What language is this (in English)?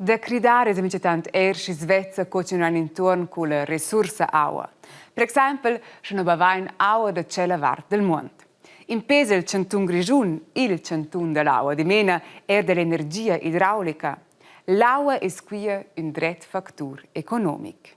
Romansh